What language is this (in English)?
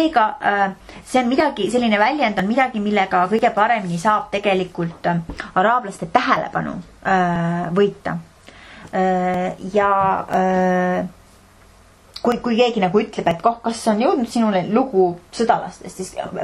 Estonian